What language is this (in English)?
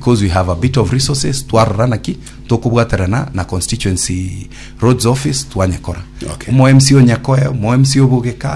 Gusii